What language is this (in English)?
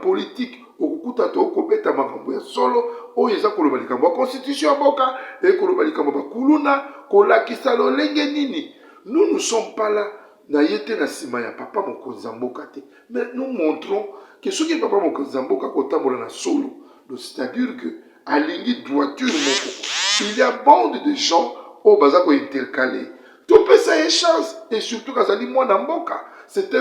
Lingala